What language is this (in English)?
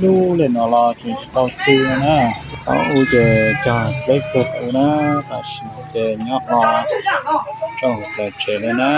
Hmong